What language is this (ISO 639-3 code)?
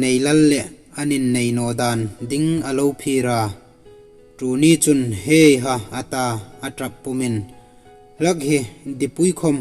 hmr